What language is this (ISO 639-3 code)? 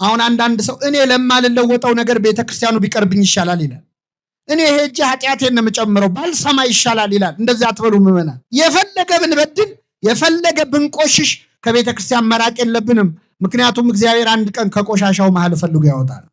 amh